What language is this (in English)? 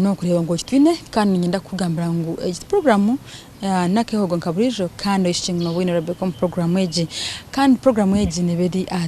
Nyankole